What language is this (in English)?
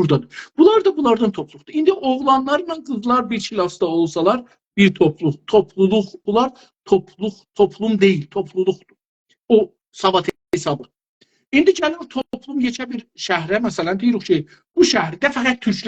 South Azerbaijani